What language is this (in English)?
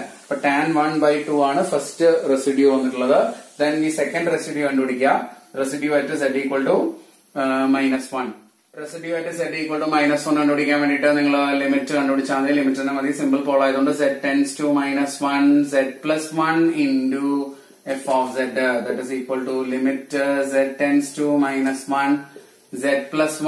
Malayalam